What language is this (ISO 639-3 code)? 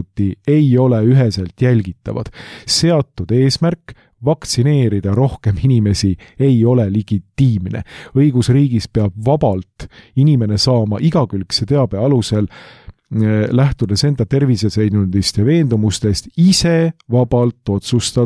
est